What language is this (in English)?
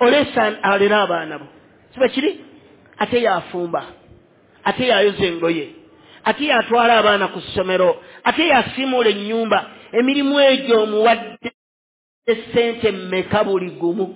Ganda